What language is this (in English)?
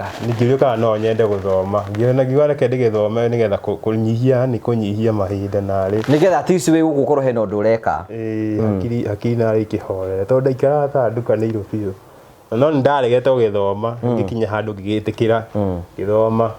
Kikuyu